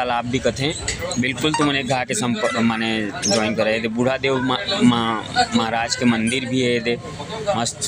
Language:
Chhattisgarhi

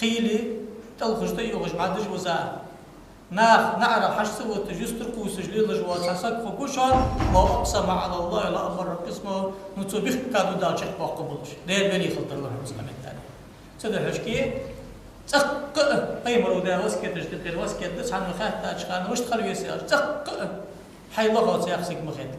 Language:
Ingush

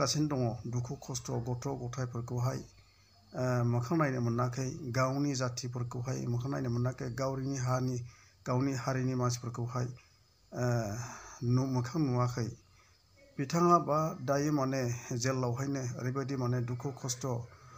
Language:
Bodo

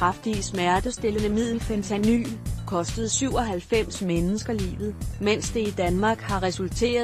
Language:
Danish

